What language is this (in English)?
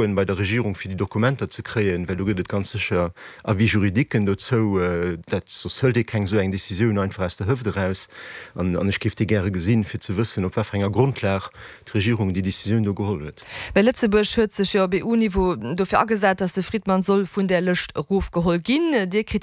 Luxembourgish